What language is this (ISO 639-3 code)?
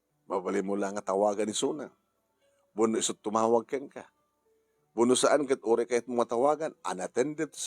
ilo